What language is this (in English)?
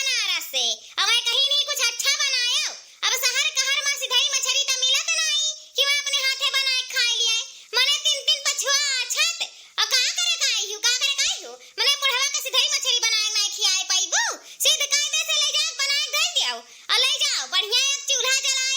Awadhi